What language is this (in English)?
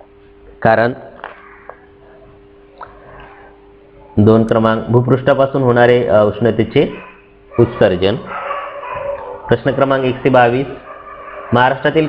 Marathi